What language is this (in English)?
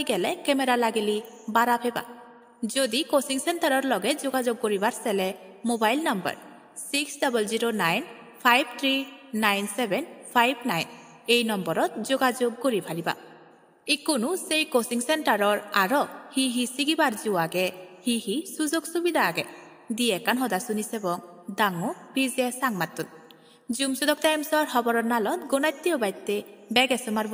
Chakma